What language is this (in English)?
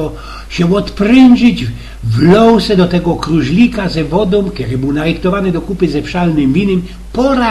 Silesian